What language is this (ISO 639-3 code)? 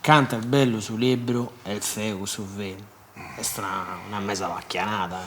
srd